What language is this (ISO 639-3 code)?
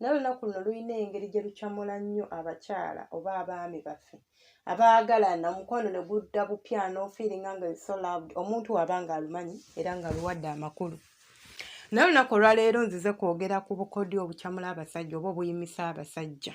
lug